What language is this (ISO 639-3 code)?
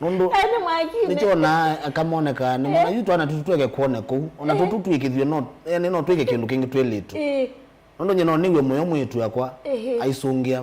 kam